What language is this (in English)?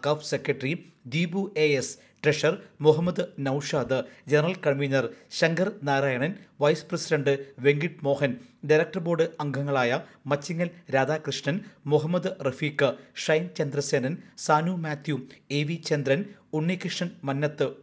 Malayalam